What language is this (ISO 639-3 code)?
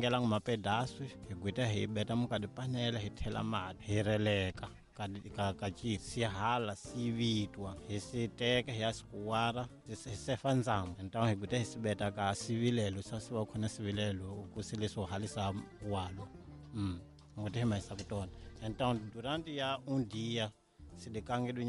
tso